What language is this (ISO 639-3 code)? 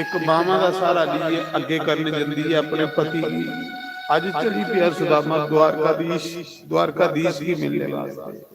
doi